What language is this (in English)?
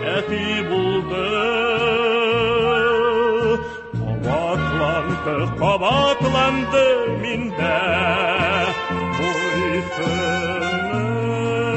Tatar